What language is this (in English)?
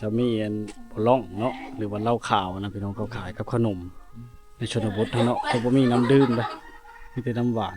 Lao